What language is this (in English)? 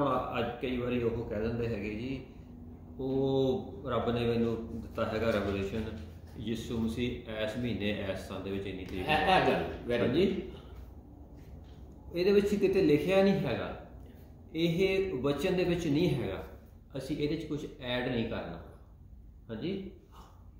Punjabi